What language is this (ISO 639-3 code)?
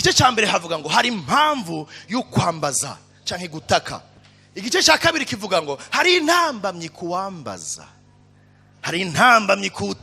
run